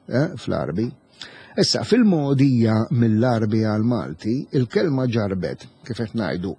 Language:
Maltese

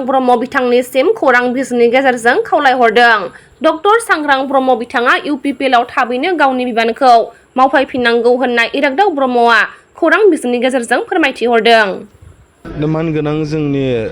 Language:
Bodo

